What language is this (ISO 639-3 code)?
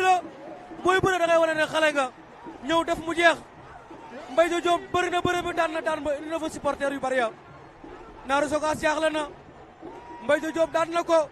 wol